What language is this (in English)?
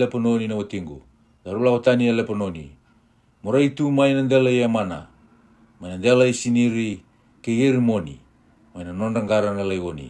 Fijian